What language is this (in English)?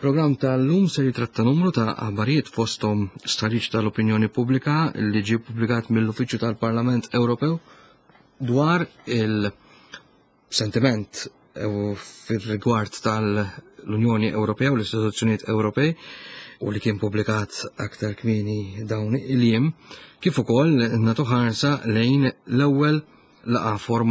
Maltese